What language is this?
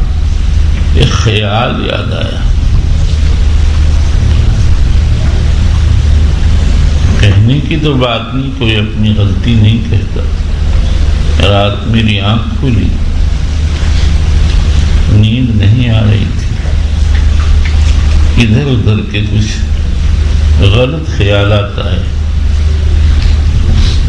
Urdu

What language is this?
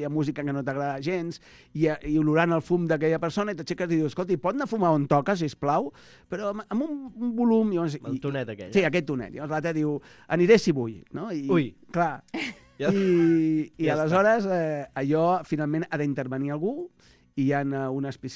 Catalan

